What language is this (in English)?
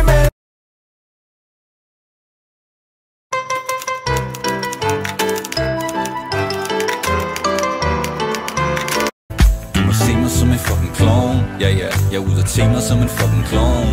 Danish